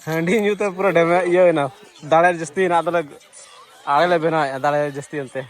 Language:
Santali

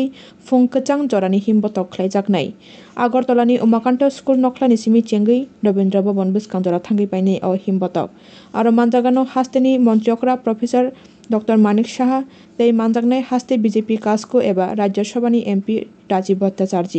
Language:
Kok Borok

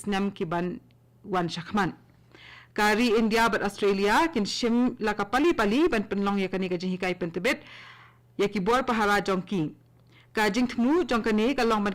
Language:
Khasi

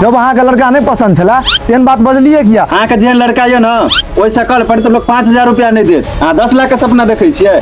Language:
Maithili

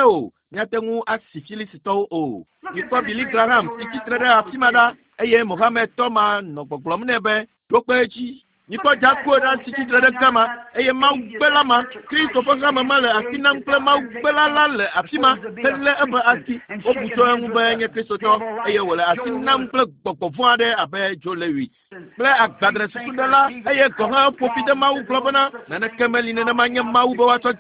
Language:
Ewe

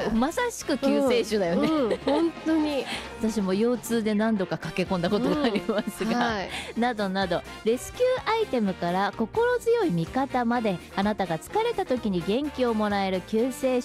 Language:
Japanese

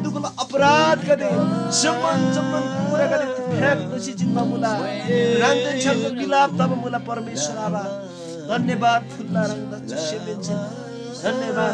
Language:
Eastern Tamang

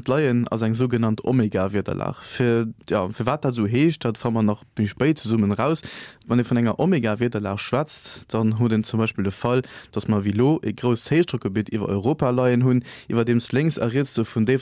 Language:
Luxembourgish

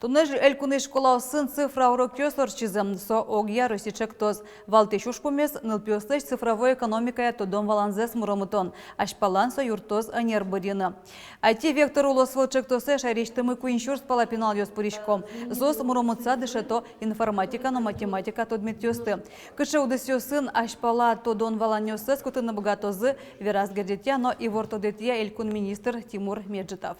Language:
Udmurt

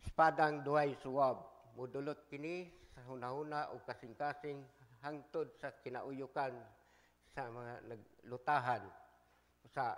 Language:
Cebuano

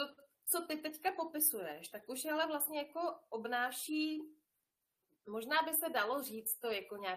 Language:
Czech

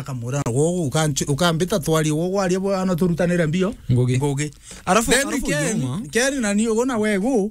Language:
Meru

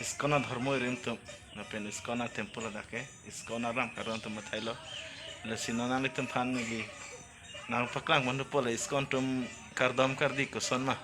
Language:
Karbi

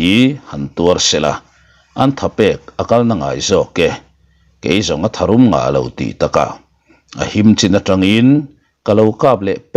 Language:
Mizo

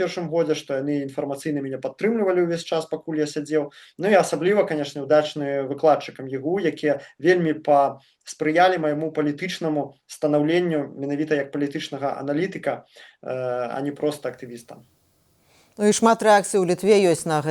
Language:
Belarusian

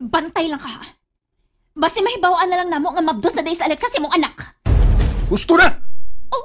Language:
Cebuano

